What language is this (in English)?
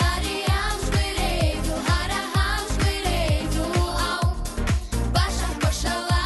Abkhazian